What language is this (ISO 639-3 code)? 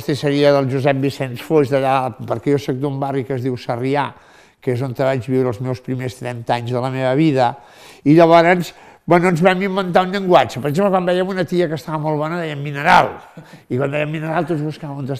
cat